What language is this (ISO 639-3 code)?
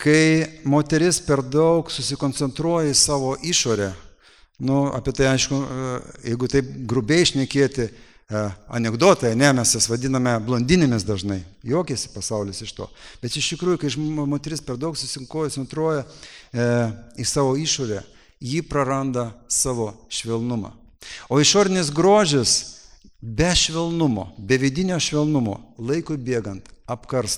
lit